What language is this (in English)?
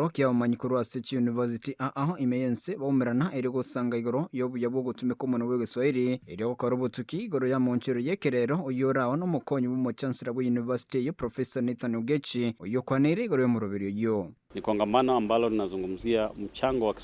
Gusii